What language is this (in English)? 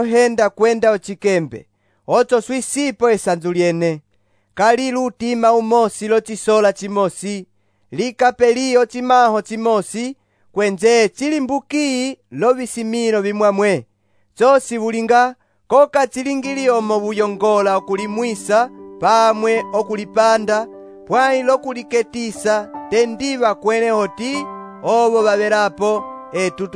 Umbundu